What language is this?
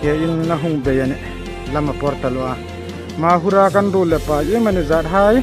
Hmar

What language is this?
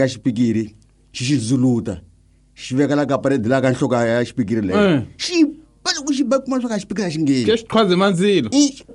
Tsonga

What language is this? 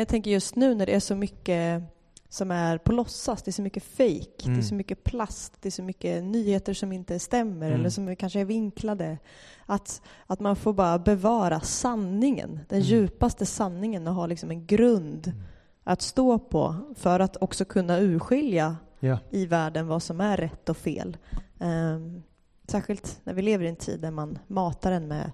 Swedish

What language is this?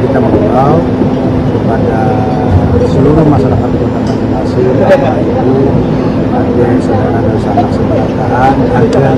Banjar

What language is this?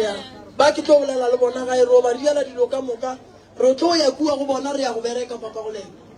Northern Sotho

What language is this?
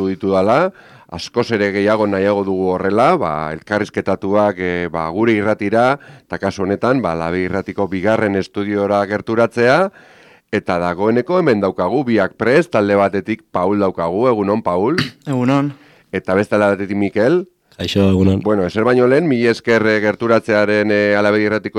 Basque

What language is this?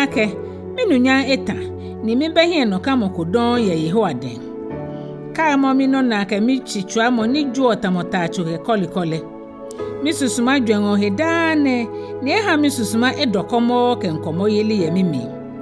Ga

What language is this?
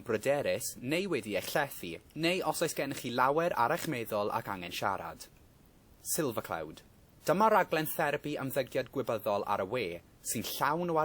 Welsh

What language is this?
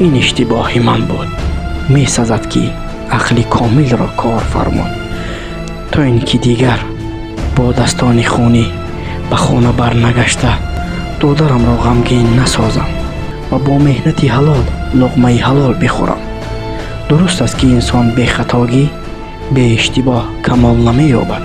Tajik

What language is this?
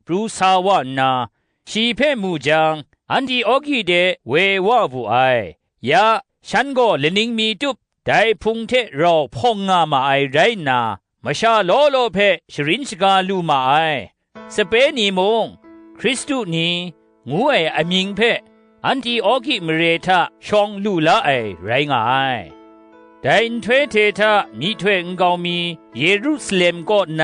Kachin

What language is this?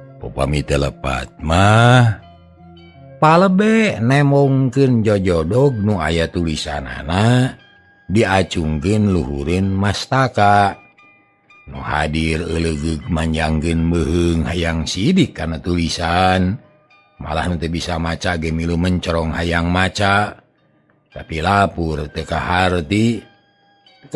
Sundanese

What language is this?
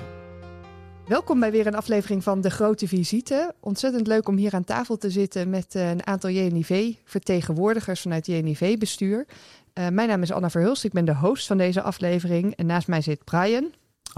Dutch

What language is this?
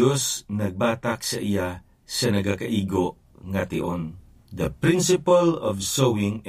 Hiligaynon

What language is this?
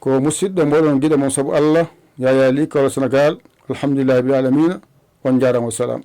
Fula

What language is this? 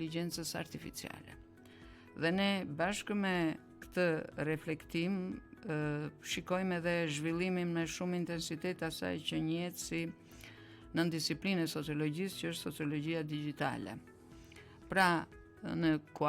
Albanian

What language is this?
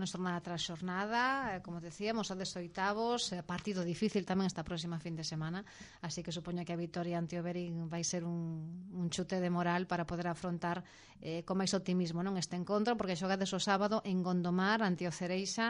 Galician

